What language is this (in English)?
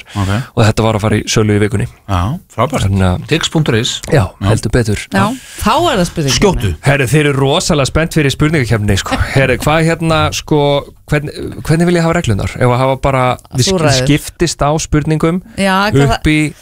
Icelandic